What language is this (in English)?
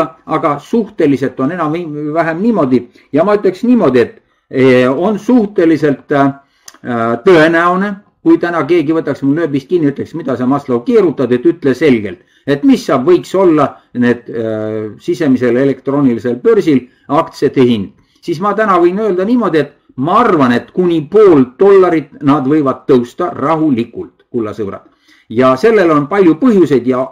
Estonian